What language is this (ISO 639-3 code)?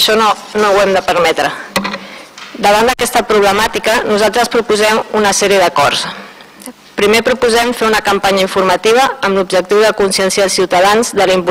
cat